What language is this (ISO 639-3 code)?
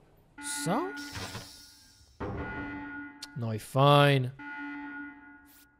ron